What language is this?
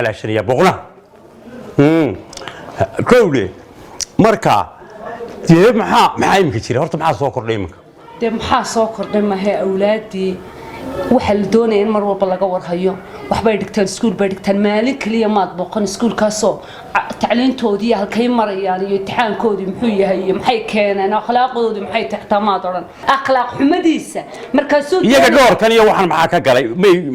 Somali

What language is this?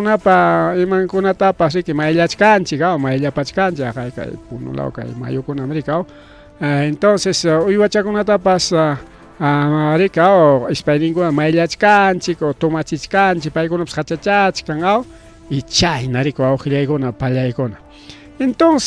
Ayacucho Quechua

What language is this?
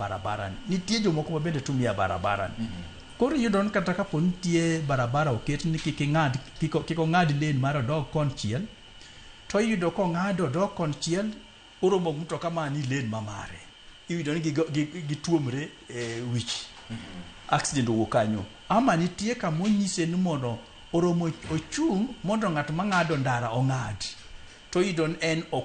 Luo (Kenya and Tanzania)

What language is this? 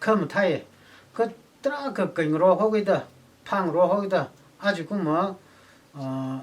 Tangkhul Naga (India)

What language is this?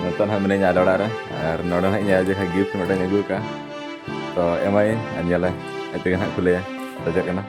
Santali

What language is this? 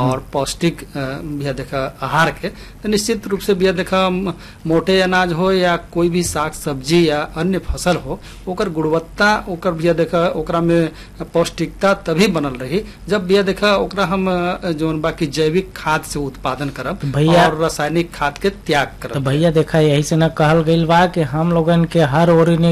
Bhojpuri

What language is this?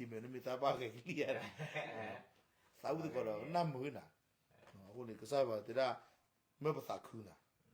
S'gaw Karen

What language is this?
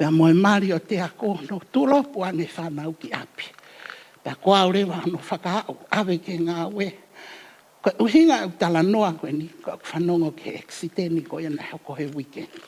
Tongan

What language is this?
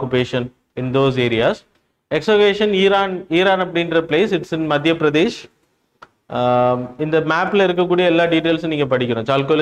Tamil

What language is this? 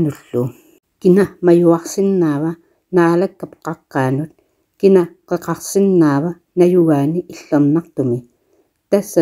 Kalaallisut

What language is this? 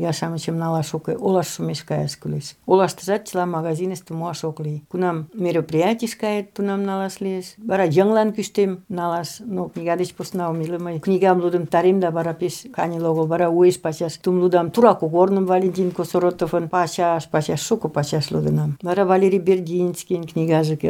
Mari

